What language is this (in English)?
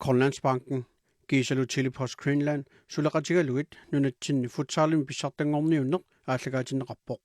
Kalaallisut